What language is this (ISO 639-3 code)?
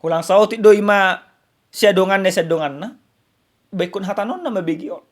bbc